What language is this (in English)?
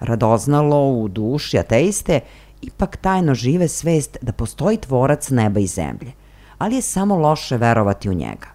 Serbian